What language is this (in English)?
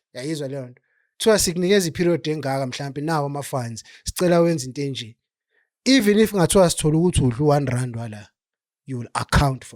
Zulu